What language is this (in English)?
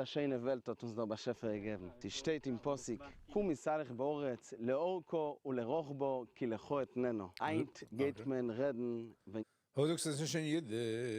Yiddish